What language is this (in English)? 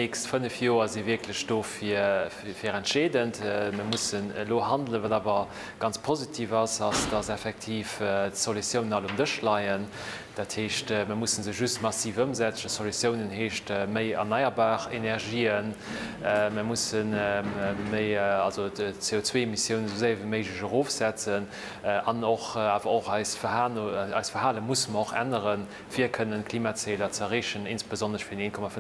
Luxembourgish